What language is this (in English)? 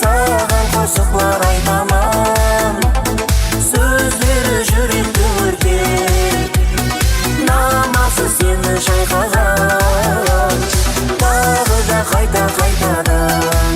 Kara-Kalpak